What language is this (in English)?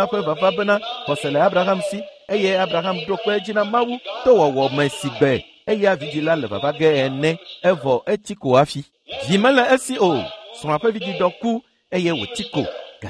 Ewe